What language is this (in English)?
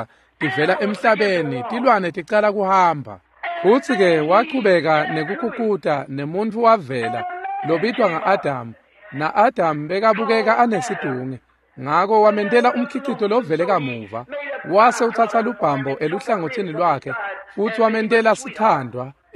Swati